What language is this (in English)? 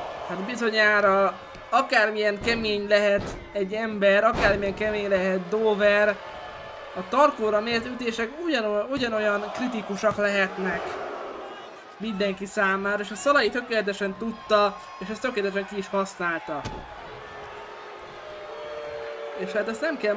Hungarian